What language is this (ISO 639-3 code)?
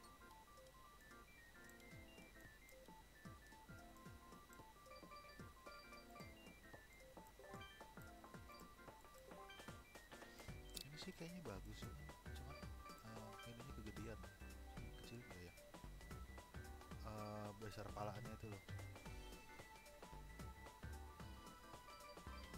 ind